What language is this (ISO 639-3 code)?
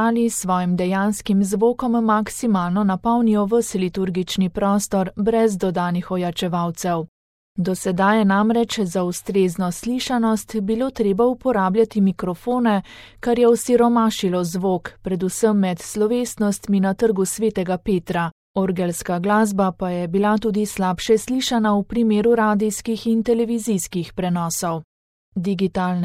slv